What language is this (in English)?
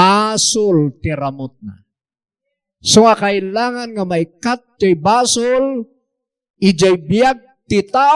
Iloko